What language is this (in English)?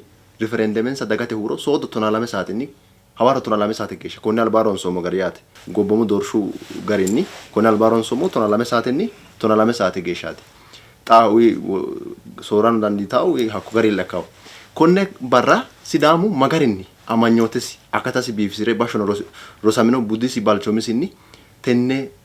Sidamo